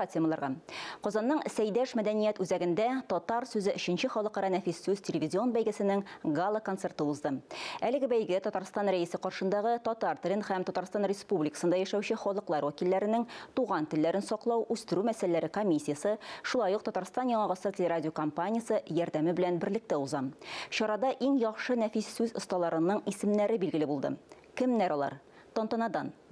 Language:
Tatar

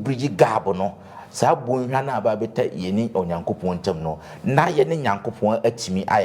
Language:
Akan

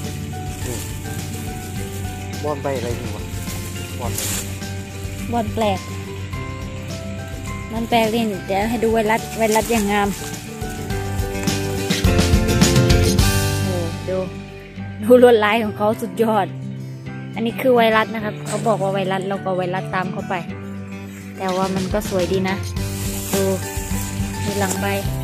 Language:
Thai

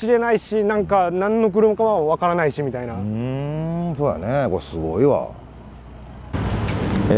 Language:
Japanese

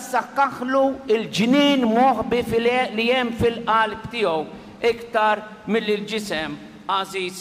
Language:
Maltese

